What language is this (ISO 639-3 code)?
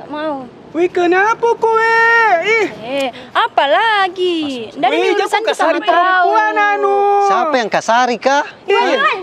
mfp